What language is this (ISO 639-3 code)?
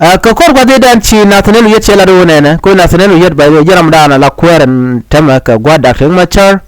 nus